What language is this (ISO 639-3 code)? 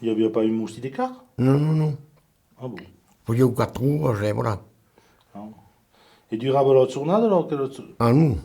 oci